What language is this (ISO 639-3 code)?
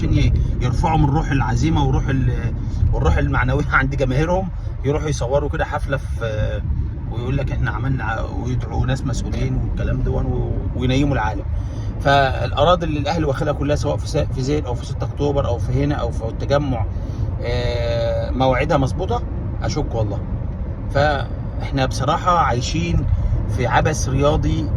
arz